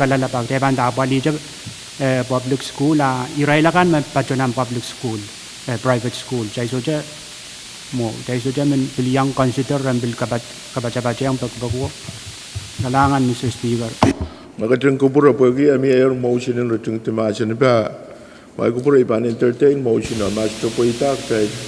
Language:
Pohnpeian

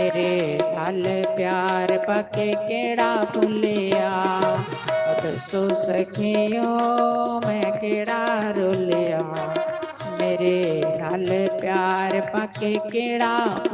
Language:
Dogri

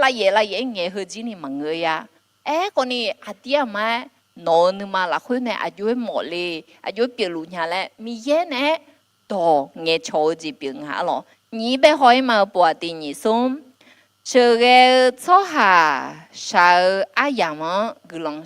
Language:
Akha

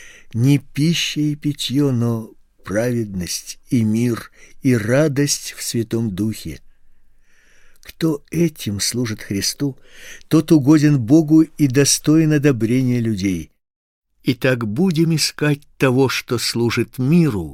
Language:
Russian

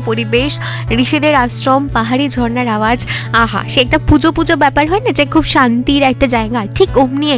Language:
Bangla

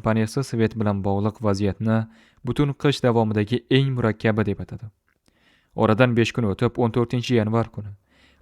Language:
Uzbek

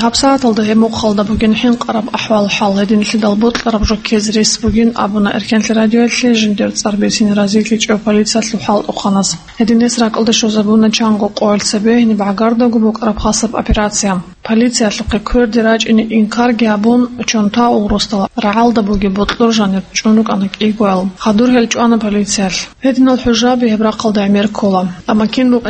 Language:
Avaric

